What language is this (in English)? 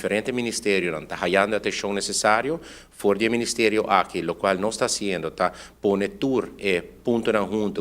Papiamento